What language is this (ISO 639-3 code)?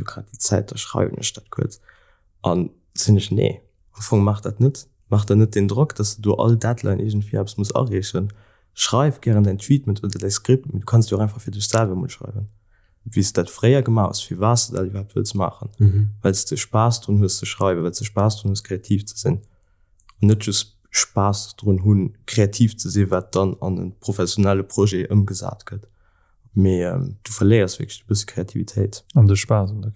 ltz